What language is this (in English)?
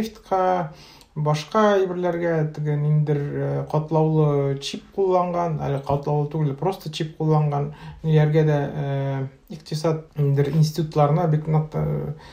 Tatar